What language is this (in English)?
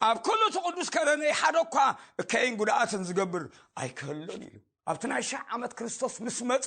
Tigrinya